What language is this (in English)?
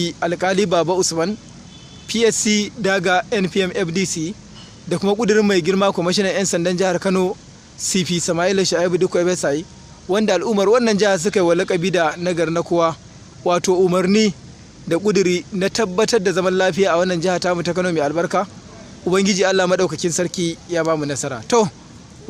Hausa